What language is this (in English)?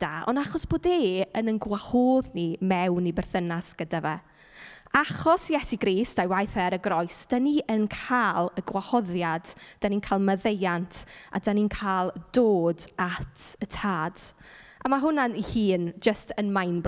Welsh